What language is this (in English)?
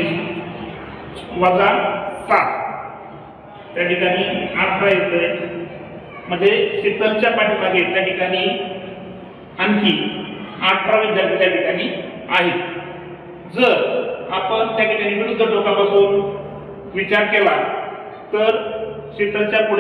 Marathi